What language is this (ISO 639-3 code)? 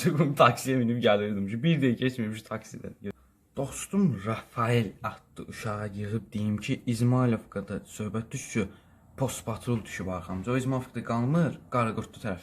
aze